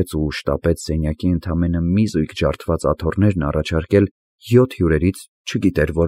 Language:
Armenian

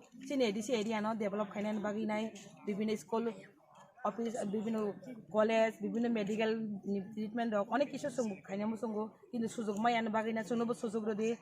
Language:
Kok Borok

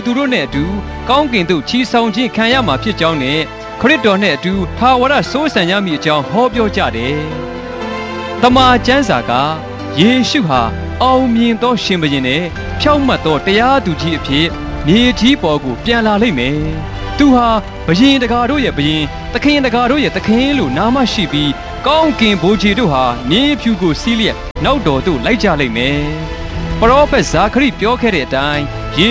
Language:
Burmese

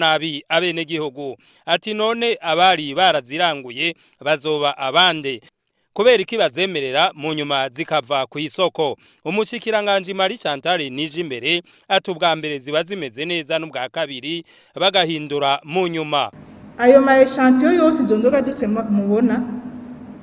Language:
Rundi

